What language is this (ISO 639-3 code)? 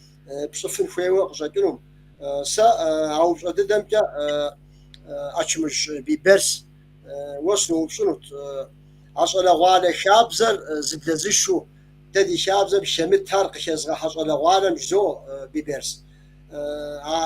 kbd